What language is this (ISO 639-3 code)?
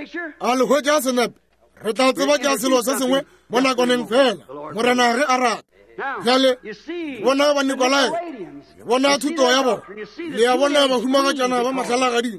nso